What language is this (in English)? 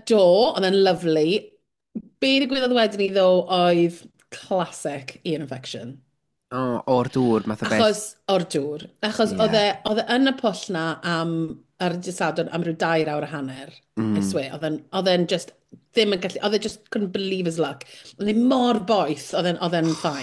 Welsh